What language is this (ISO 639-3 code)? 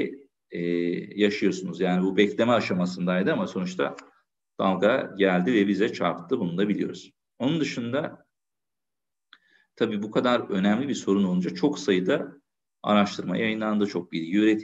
tur